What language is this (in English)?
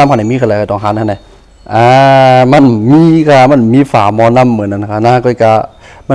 Shan